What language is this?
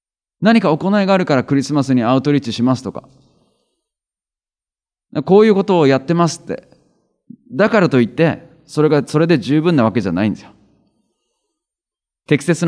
Japanese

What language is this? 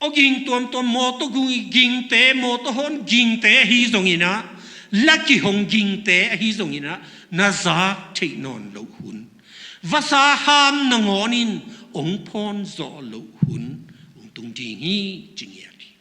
Tedim Chin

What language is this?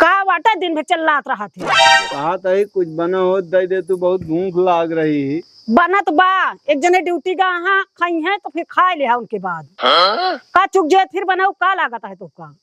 Awadhi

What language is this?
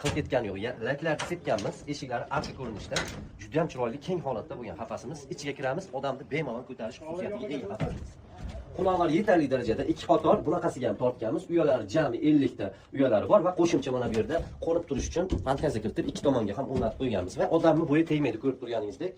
Uzbek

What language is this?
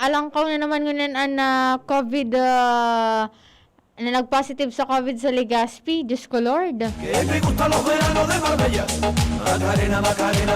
Bikol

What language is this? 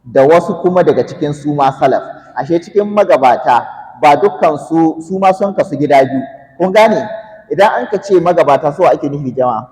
Hausa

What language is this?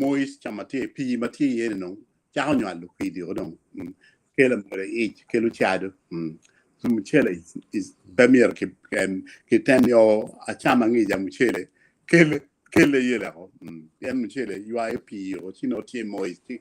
Acoli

